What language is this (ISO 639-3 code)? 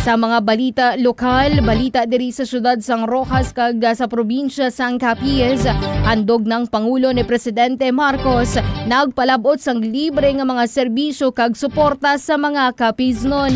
hil